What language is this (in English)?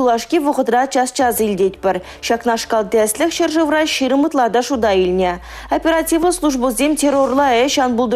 Chuvash